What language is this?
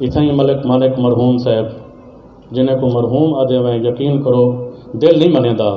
Saraiki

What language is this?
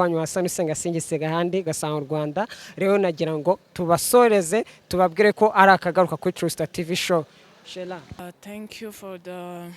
Kinyarwanda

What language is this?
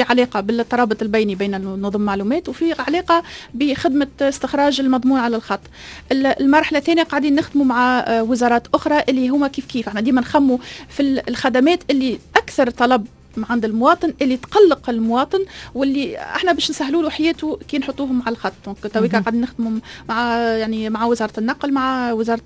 Tunisian Arabic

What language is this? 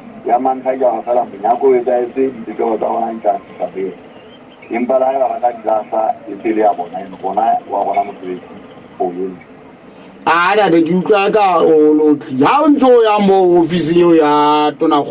Southern Sotho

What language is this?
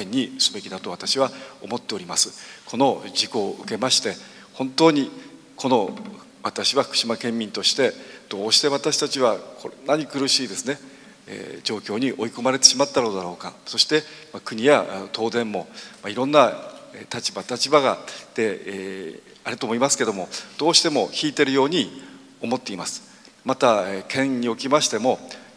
Japanese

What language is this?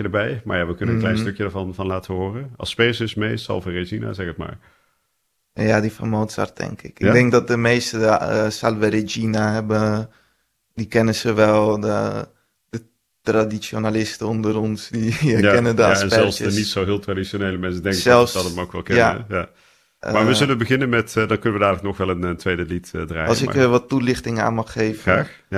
Dutch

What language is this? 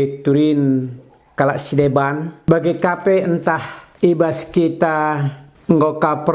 Batak Karo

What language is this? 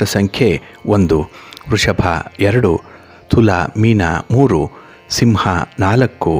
Kannada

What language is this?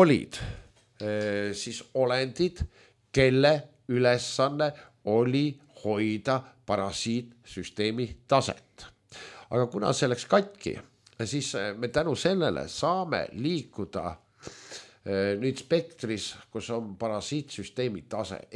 Estonian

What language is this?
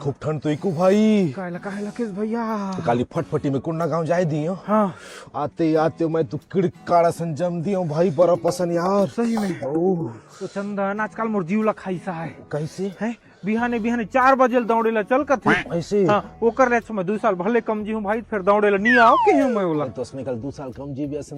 Chhattisgarhi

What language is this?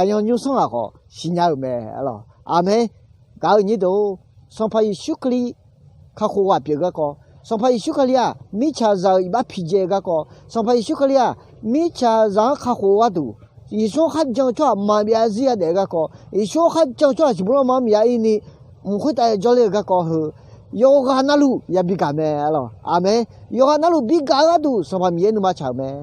Akha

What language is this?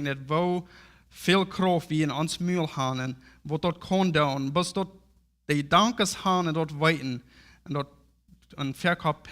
Plautdietsch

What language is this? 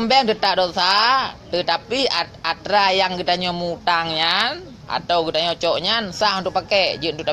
Achinese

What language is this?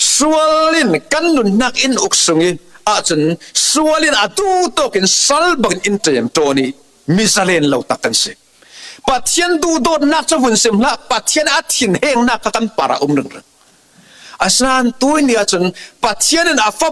Falam Chin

